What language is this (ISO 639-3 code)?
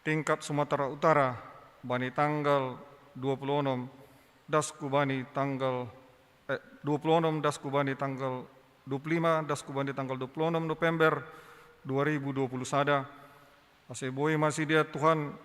bts